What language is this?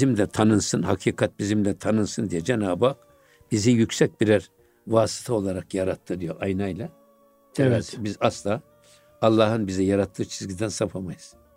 Turkish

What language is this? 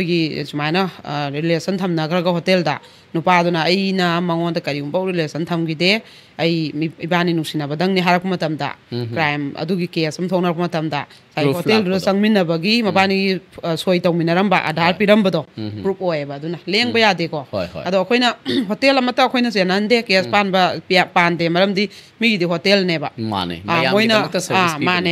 Manipuri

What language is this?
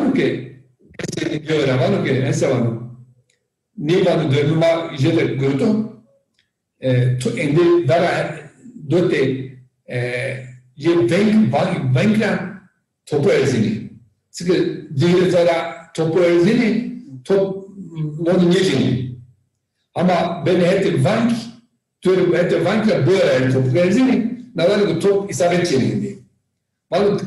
Zaza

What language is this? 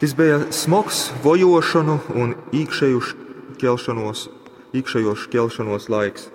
Latgalian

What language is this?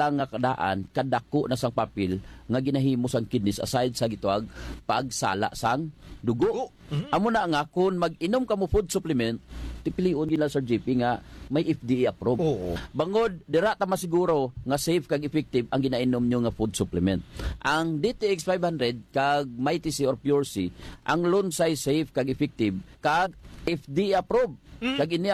Hiligaynon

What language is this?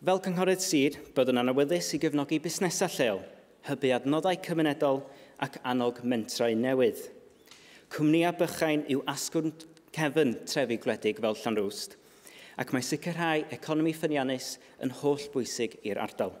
Welsh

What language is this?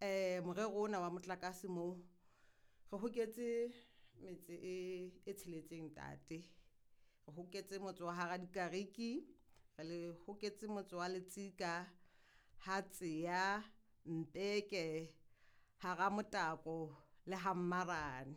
Southern Sotho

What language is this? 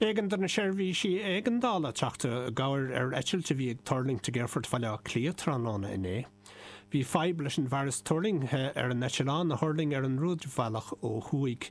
Irish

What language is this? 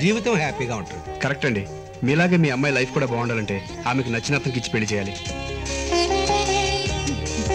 Telugu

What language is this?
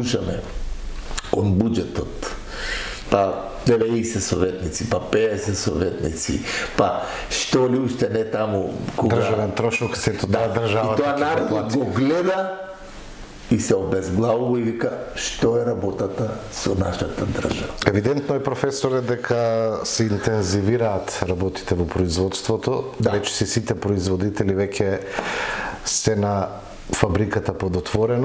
Macedonian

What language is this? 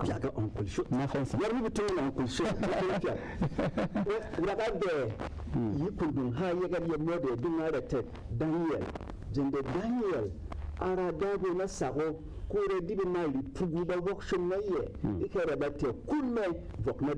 Berom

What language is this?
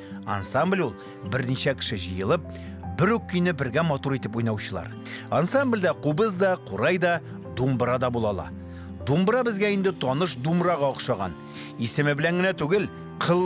Tatar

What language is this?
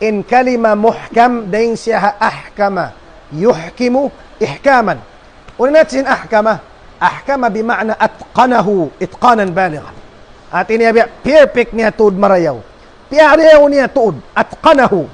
Tausug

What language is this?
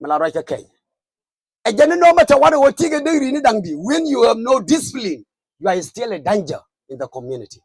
Nuer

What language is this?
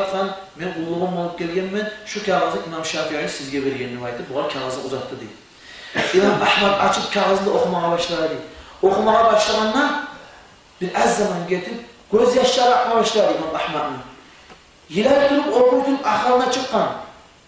Kumyk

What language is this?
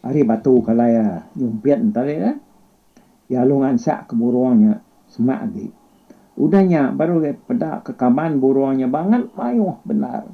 Iban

